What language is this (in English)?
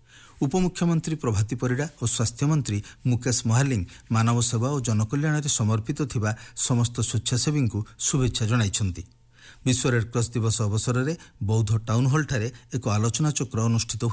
Odia